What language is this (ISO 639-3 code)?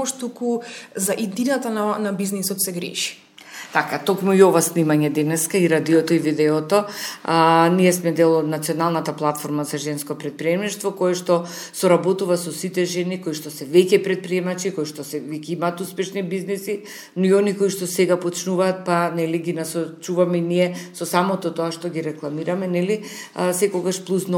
mkd